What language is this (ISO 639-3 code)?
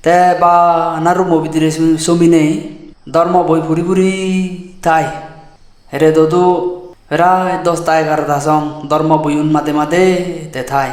ccp